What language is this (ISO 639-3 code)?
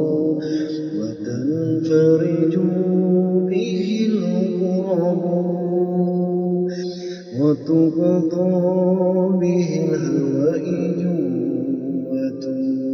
ara